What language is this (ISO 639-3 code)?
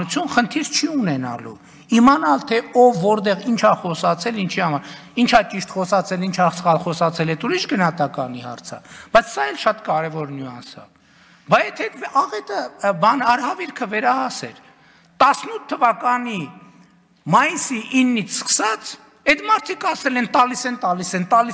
hye